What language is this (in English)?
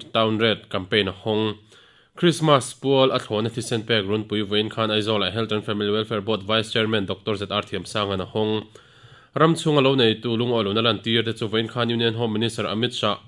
Mizo